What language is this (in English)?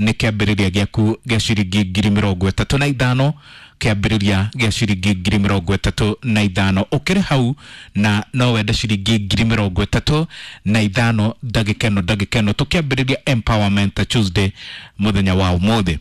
Kikuyu